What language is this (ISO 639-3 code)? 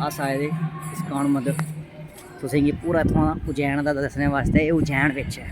doi